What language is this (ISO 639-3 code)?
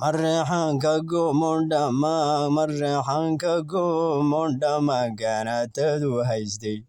som